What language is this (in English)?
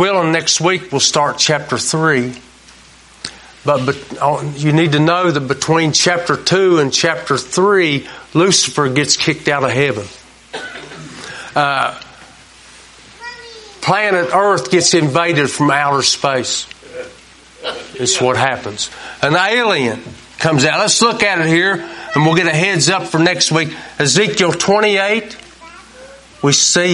English